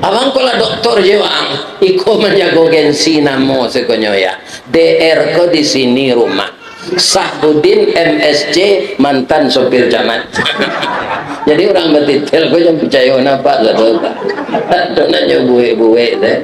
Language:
Minangkabau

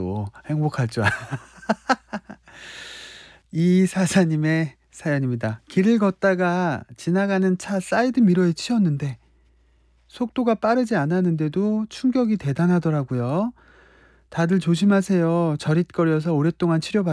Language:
Korean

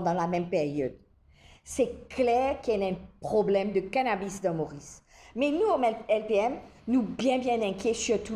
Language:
Morisyen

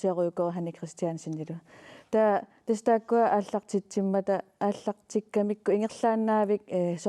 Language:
Kalaallisut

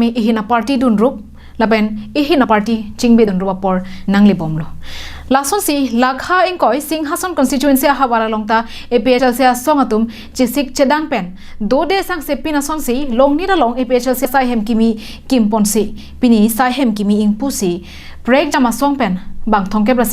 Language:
Karbi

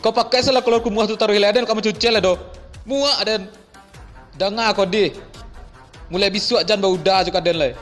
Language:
Minangkabau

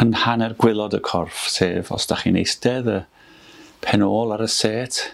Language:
Welsh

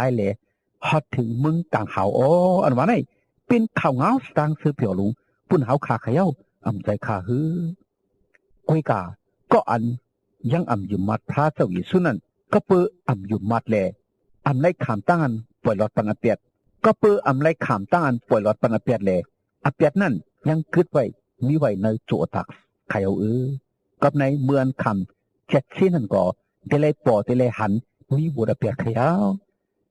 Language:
Shan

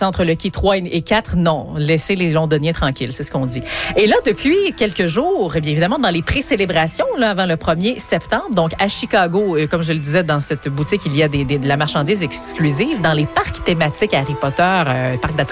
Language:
French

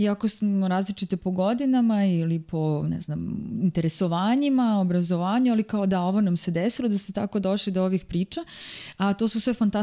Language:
Serbian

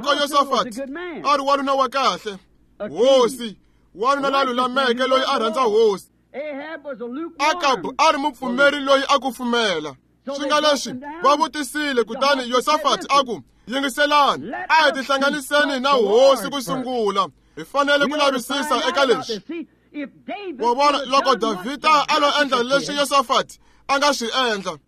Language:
Tsonga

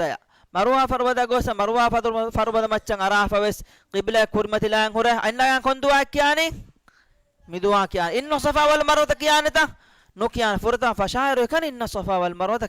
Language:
Divehi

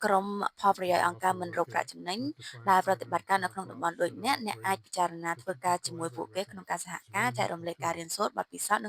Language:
Khmer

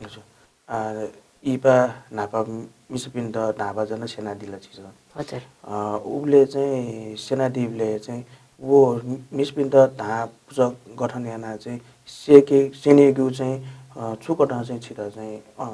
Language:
Newari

